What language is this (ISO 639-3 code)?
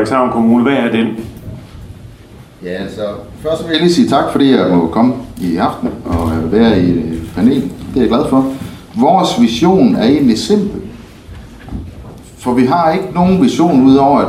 dan